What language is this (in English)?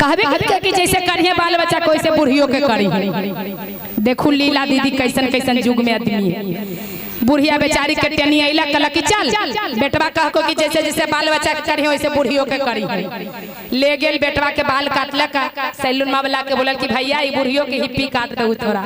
Magahi